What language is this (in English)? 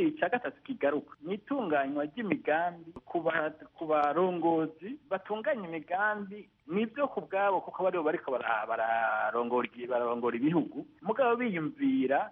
Kinyarwanda